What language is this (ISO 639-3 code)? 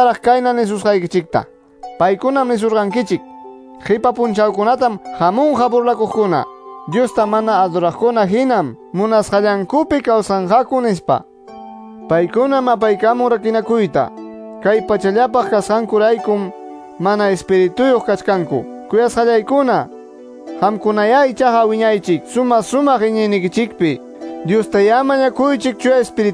que